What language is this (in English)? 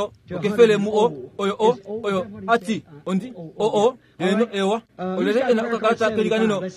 Kuanyama